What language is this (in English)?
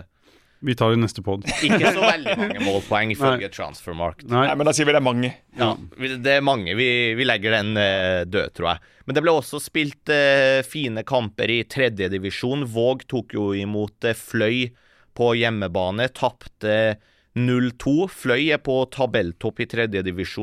Norwegian